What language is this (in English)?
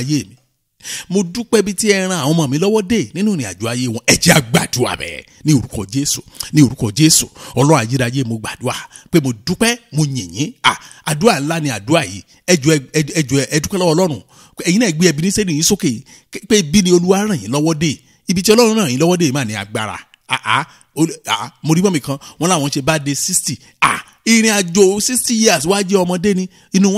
Yoruba